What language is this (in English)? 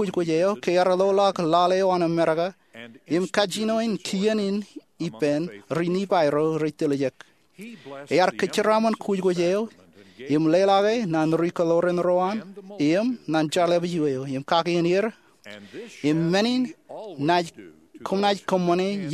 Marshallese